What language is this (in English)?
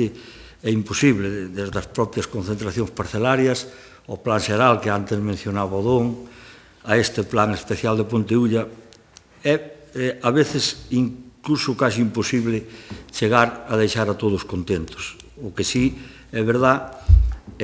Galician